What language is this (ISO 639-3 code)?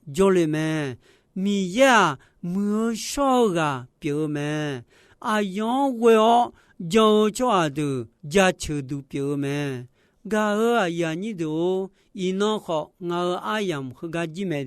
ahk